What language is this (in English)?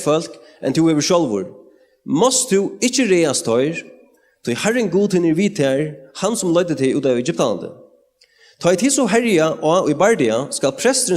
Faroese